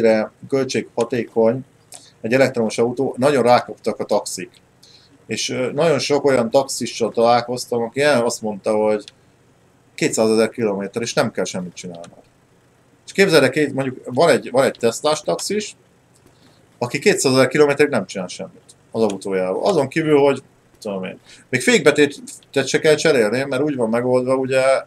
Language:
Hungarian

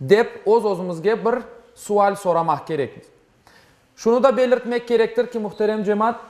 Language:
Crimean Tatar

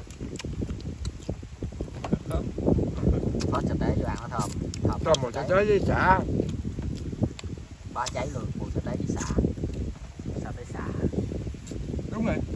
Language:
Vietnamese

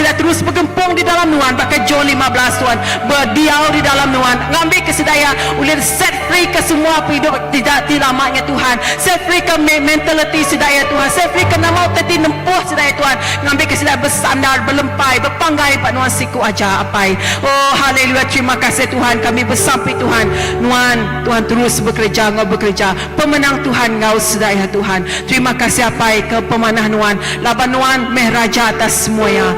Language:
Iban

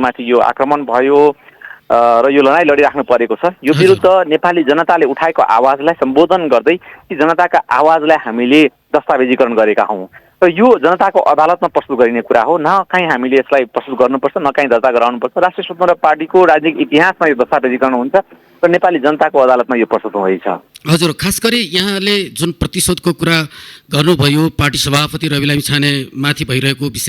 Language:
Nepali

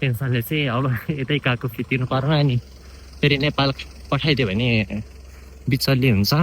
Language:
Nepali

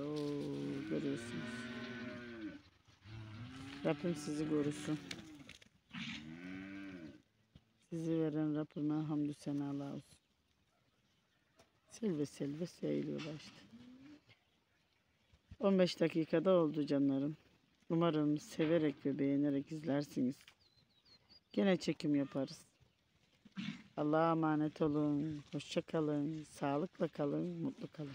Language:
Turkish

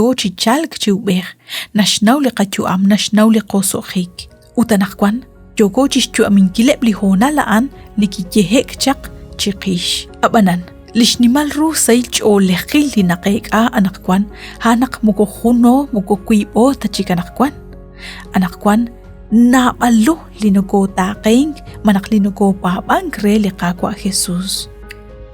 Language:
Kekchí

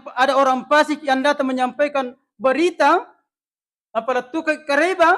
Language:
Buginese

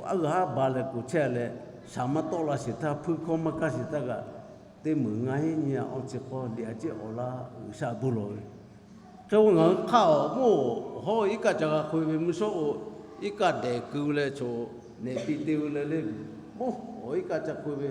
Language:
Lahu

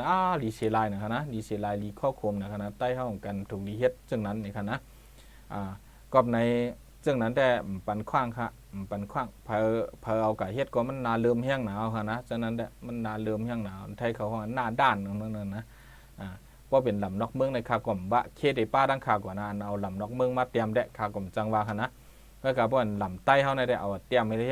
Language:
Shan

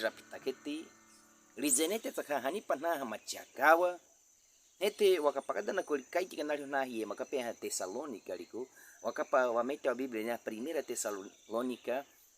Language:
Baniwa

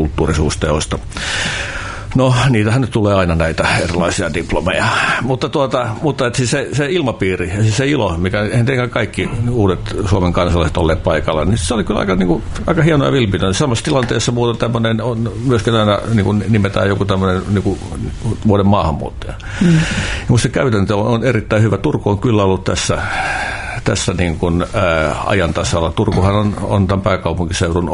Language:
Finnish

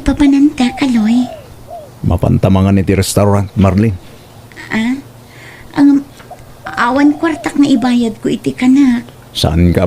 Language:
Iloko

